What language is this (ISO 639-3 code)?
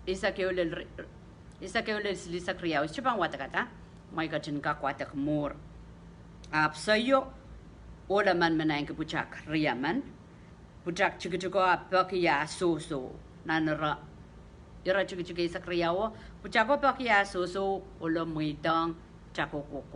pon